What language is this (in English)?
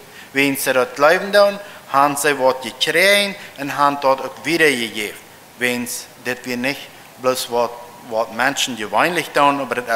Plautdietsch